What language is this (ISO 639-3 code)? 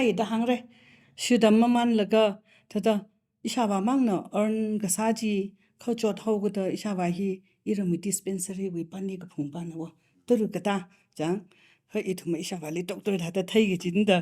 nmf